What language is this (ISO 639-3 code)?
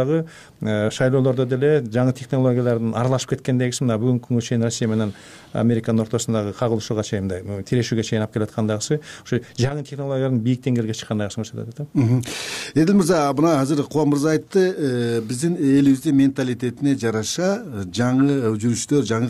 kir